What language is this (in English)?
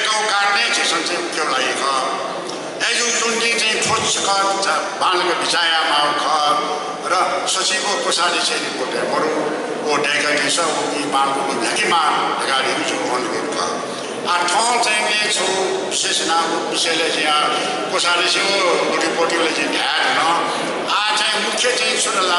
Newari